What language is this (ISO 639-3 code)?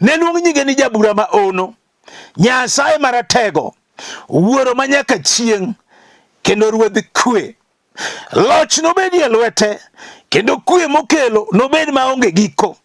luo